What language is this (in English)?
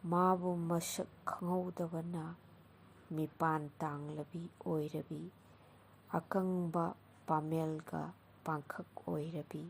Manipuri